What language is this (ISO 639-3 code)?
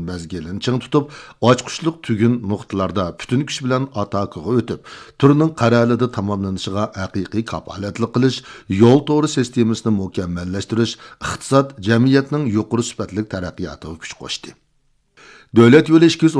uig